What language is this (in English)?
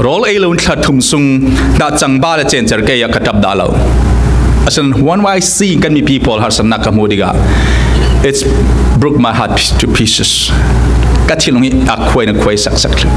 Falam Chin